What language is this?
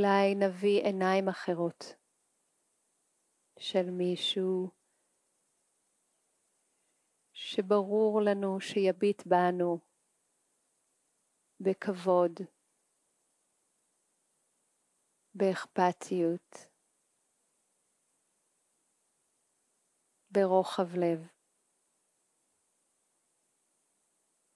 Hebrew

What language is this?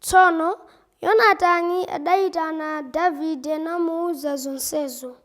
Nyanja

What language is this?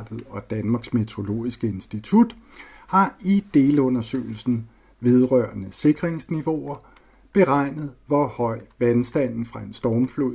Danish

